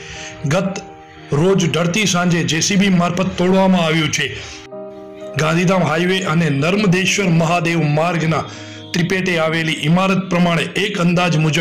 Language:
Gujarati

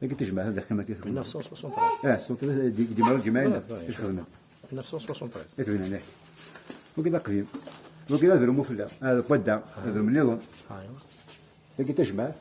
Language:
Kabyle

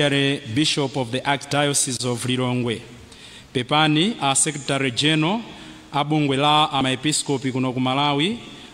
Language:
Nyanja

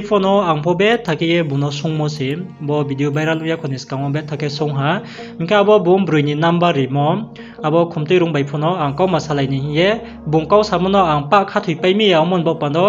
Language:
Riang (India)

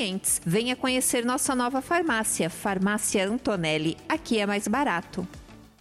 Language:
Portuguese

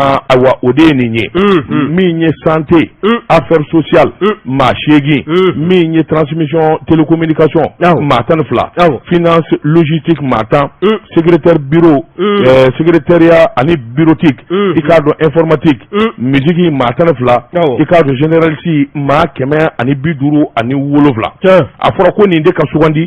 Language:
Bambara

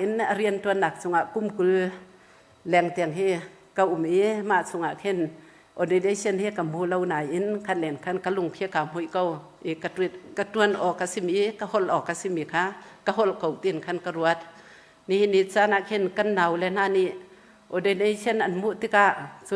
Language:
Hakha Chin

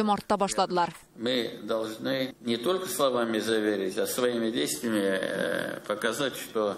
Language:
Tatar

